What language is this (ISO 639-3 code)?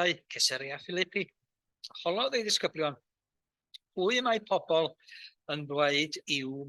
cym